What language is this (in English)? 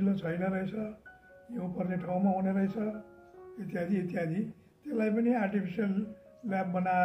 Nepali